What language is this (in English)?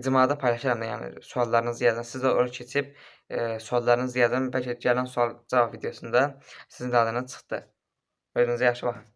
Azerbaijani